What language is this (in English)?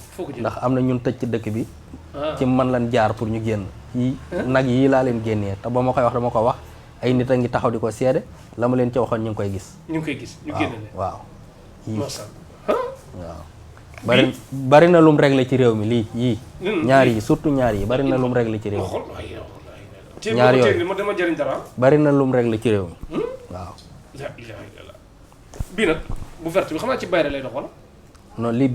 Wolof